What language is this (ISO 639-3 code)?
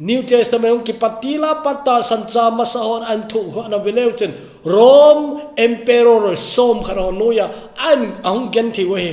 tcz